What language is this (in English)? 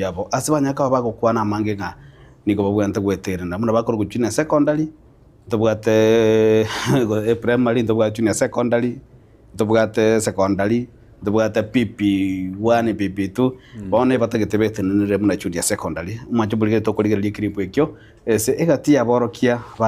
Gusii